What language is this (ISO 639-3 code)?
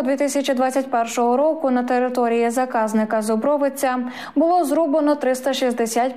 ukr